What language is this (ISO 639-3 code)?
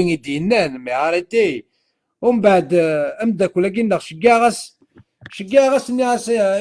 kab